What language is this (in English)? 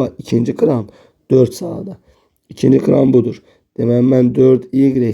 Azerbaijani